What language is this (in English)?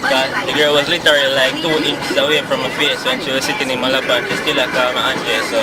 Jamaican Creole English